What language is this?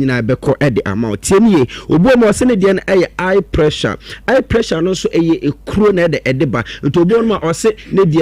Akan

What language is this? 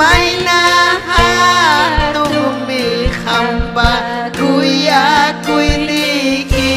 Ayacucho Quechua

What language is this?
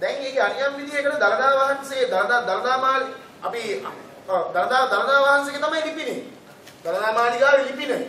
Sinhala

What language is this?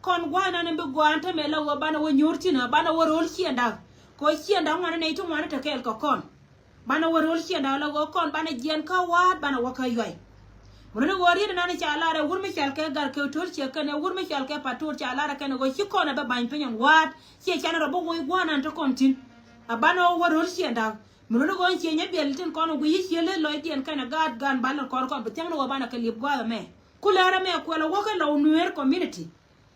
Nuer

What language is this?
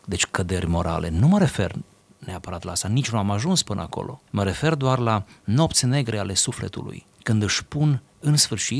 Romanian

